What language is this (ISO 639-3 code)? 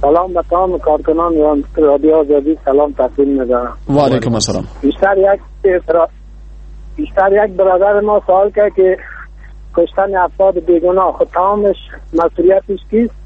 fas